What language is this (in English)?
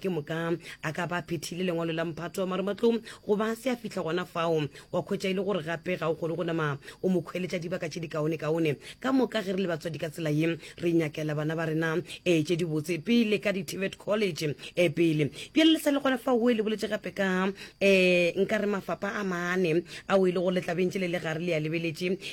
Northern Sotho